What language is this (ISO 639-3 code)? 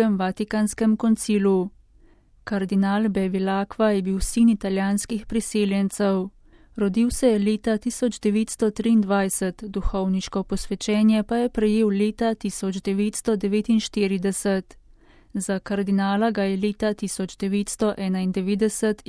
slv